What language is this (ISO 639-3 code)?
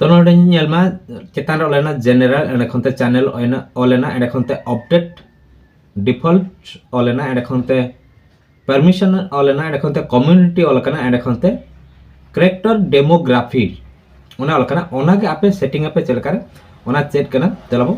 sat